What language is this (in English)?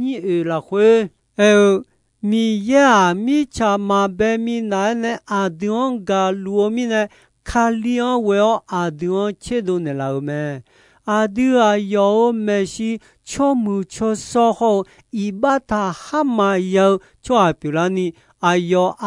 Akha